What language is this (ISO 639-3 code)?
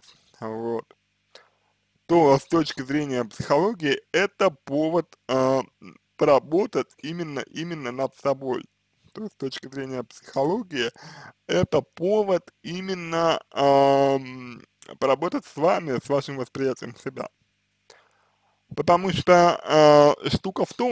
rus